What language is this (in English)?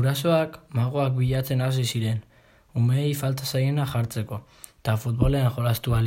Basque